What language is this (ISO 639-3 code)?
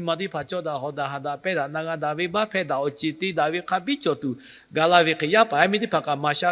lhu